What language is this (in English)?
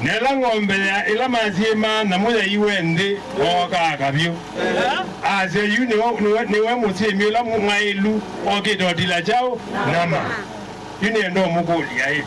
Kamba